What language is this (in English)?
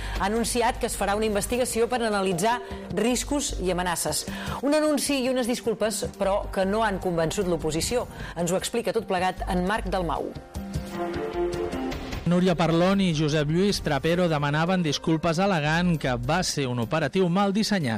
Catalan